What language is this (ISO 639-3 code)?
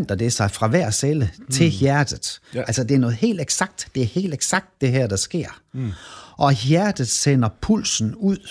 dan